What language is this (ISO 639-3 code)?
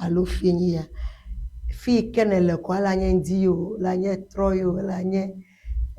ewe